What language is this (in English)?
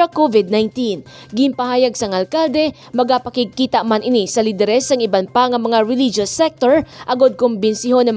Hiligaynon